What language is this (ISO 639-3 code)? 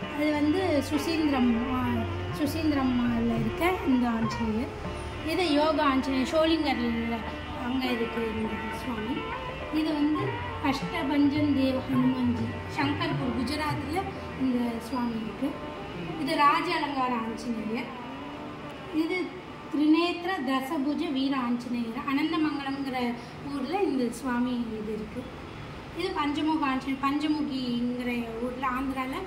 tam